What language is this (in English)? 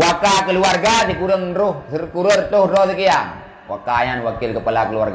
Achinese